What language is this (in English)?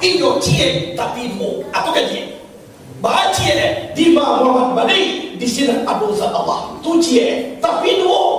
Minangkabau